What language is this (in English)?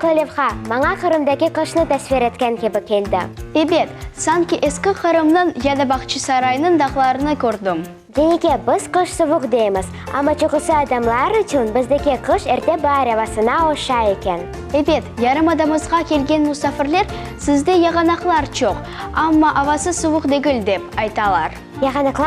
Crimean Tatar